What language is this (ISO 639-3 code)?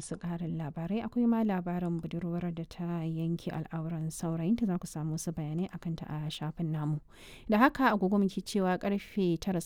hau